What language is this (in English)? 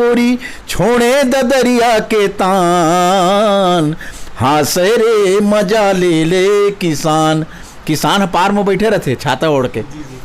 Chhattisgarhi